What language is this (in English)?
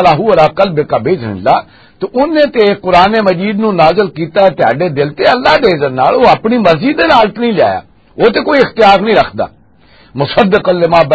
Western Panjabi